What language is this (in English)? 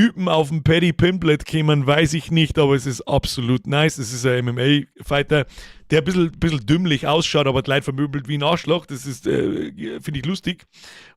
Bavarian